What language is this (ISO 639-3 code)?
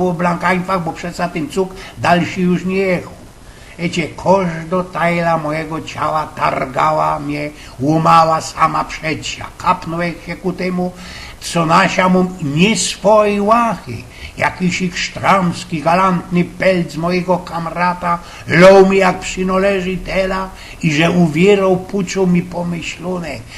szl